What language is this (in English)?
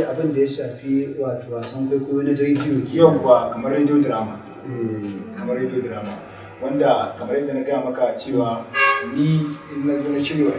Hausa